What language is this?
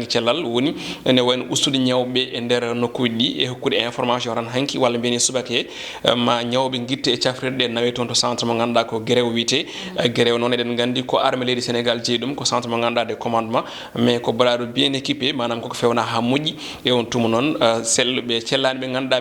Fula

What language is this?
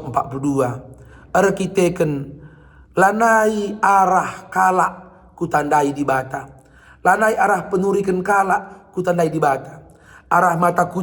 Batak Karo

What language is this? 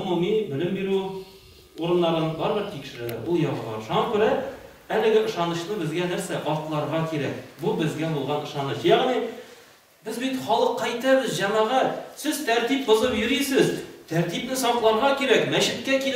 Tatar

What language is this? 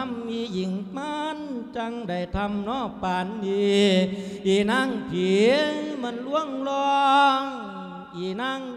Lao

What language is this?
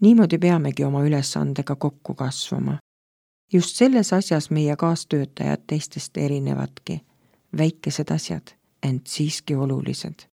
Estonian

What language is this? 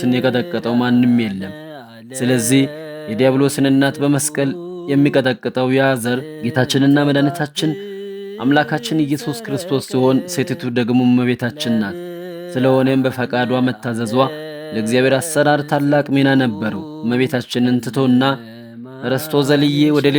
Amharic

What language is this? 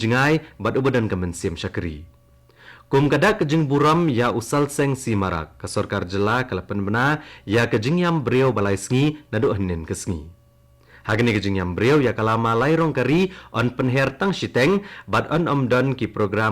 Khasi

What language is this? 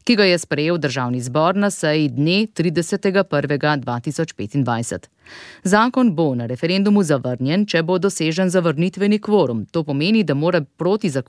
Slovenian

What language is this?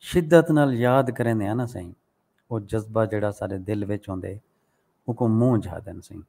Saraiki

